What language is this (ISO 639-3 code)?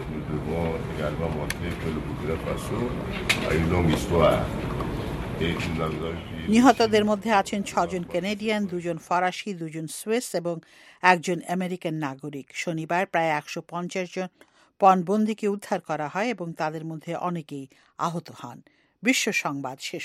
ben